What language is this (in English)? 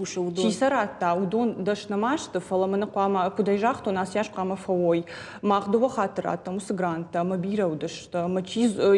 Ossetic